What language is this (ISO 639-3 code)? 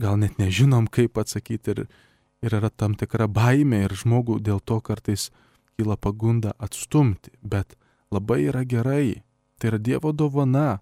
lit